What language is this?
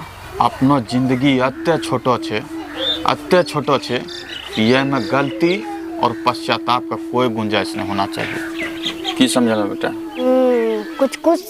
Angika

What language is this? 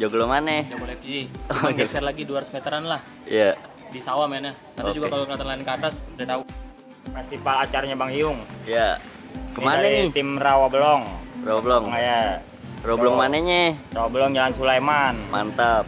Betawi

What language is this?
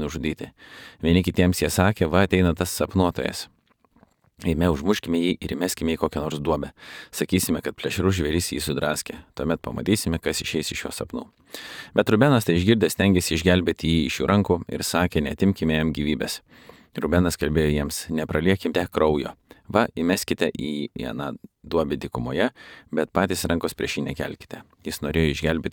Lithuanian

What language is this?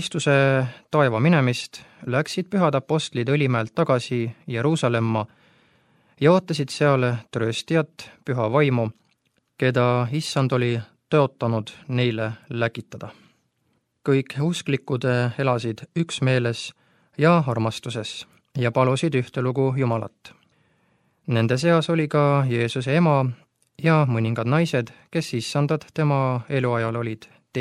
Estonian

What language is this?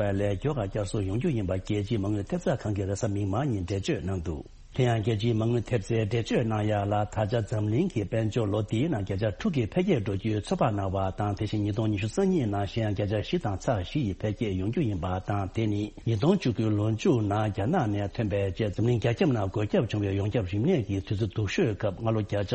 Tibetan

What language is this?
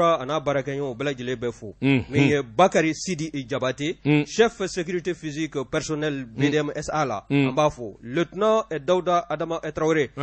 Bambara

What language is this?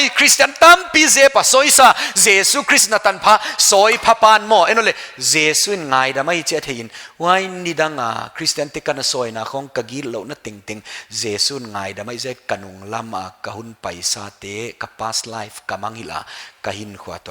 Paite Chin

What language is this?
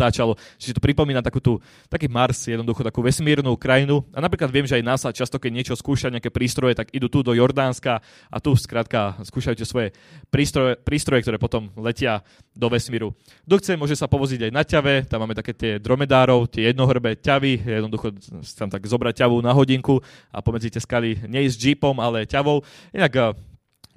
Slovak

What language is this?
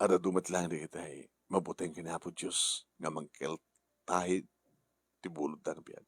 Iloko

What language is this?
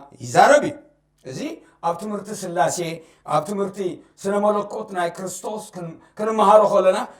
Tigrinya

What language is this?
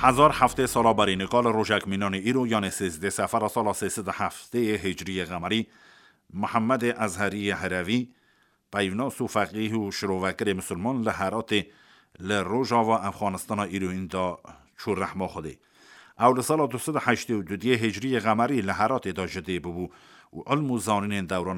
Kurdish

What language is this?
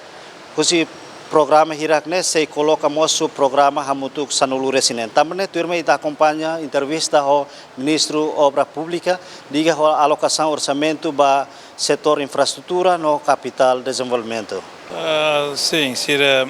Tetum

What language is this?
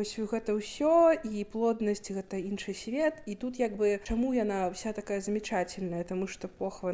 Belarusian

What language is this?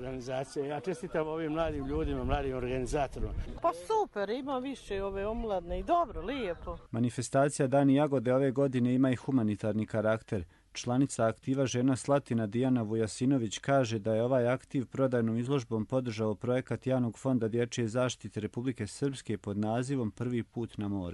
Croatian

